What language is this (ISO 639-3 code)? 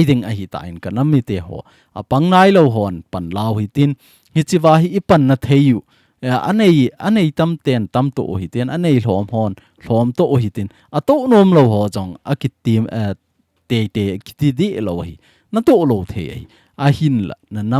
tcz